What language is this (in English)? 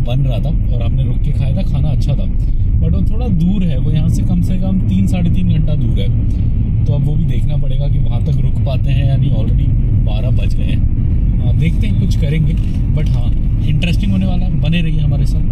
Hindi